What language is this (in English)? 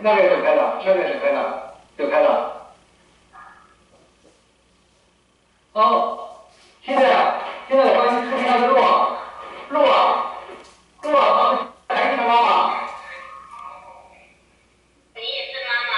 Chinese